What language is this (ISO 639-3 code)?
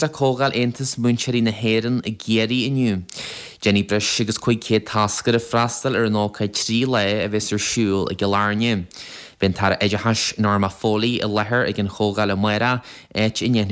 gle